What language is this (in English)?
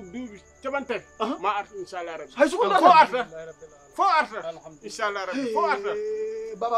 Fula